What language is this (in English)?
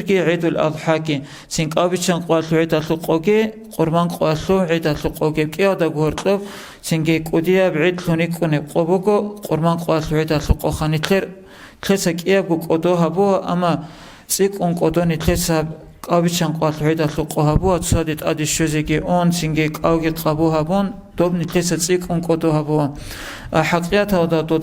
Avaric